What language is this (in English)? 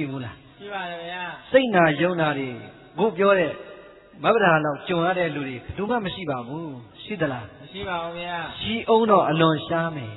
Burmese